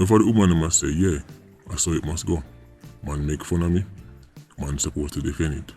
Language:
Jamaican Creole English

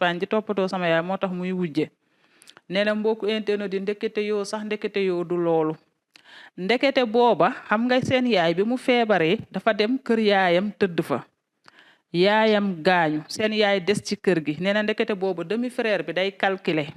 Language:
Wolof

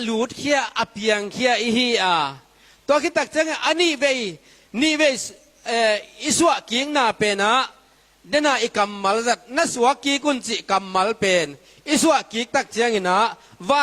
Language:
Tedim Chin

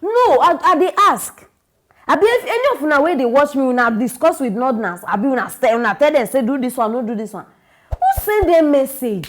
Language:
Nigerian Pidgin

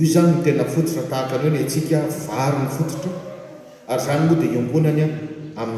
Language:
Malagasy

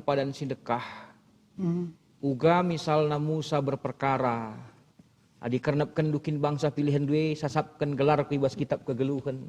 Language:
Batak Karo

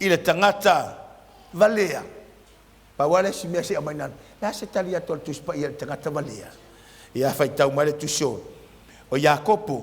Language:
Samoan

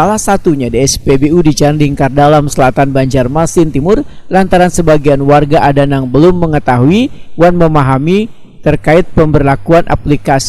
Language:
Banjar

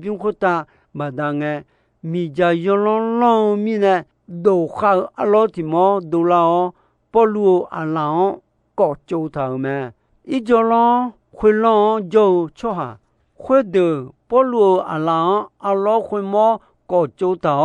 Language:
Akha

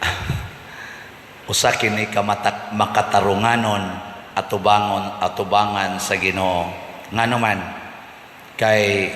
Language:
Cebuano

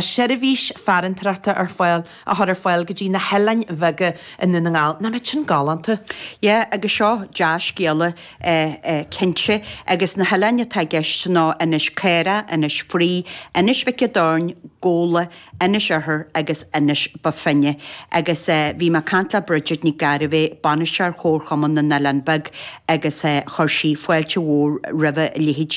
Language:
Irish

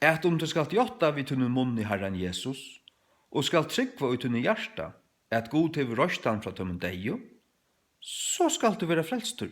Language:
Faroese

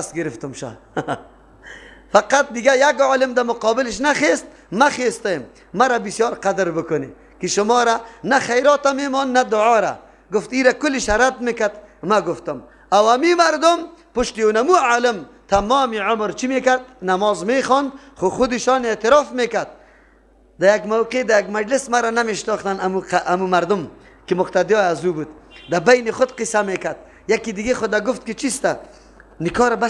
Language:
Persian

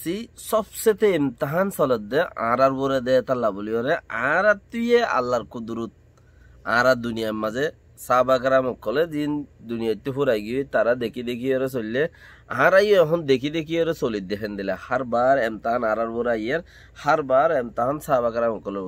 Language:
Rohingya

